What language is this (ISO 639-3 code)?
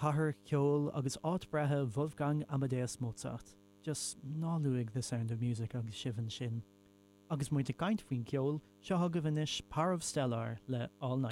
gle